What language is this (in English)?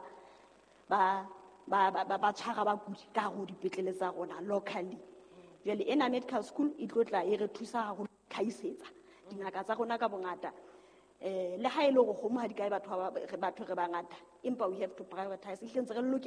Southern Sotho